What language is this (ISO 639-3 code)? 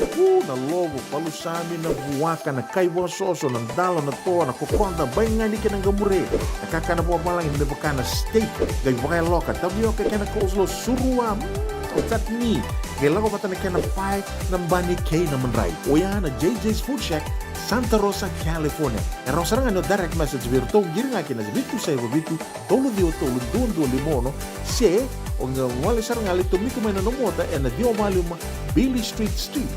fij